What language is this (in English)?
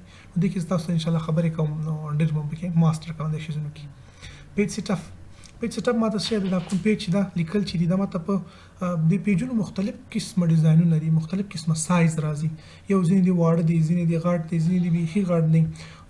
Pashto